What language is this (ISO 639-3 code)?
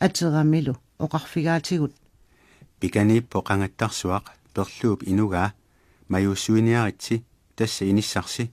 kal